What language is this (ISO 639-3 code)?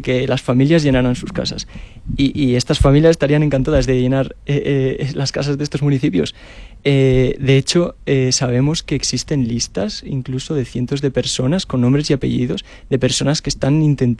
spa